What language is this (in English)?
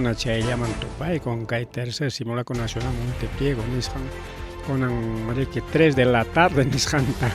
Ayacucho Quechua